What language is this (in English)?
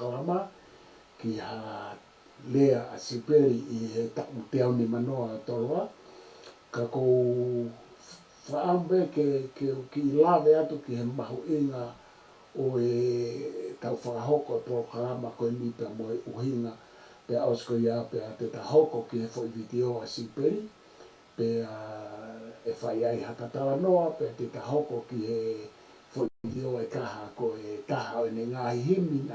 Tongan